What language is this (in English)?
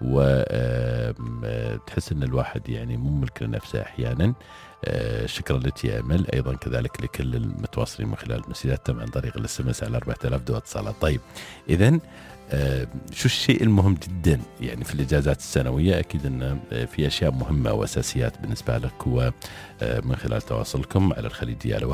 Gulf Arabic